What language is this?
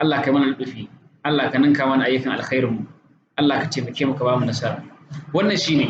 Hausa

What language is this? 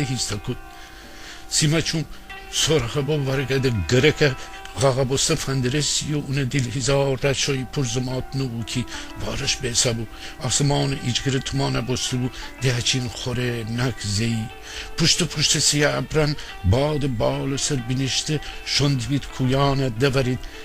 Gilaki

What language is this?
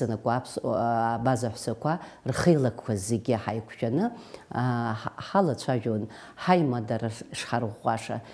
Abkhazian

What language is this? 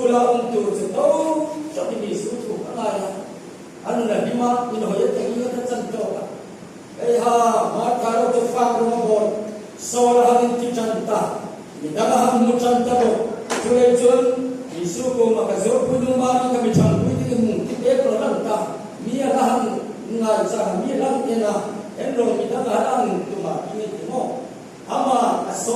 Hmar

